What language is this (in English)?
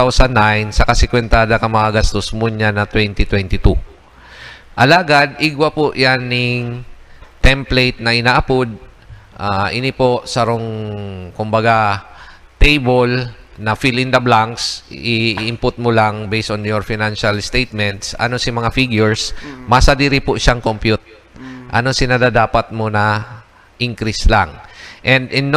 Bikol